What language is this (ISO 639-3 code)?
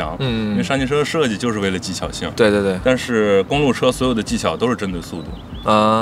zho